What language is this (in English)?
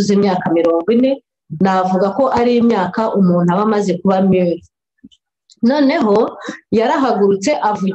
Kinyarwanda